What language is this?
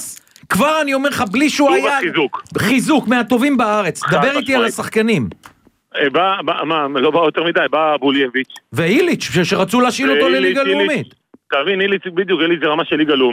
Hebrew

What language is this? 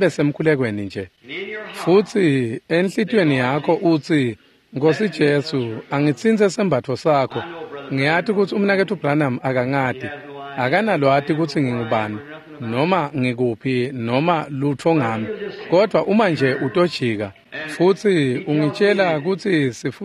Swati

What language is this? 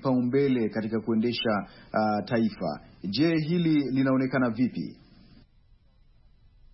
Swahili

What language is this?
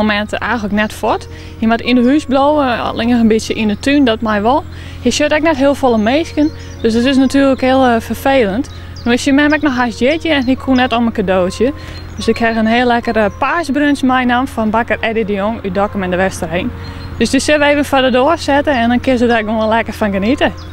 Western Frisian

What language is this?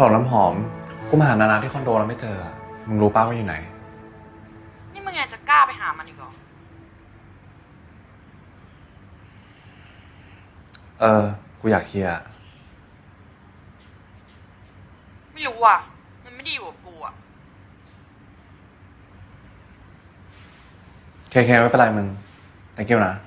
Thai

